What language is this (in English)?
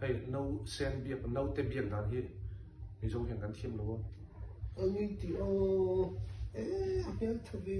Mizo